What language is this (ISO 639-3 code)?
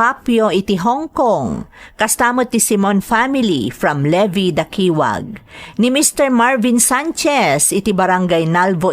ilo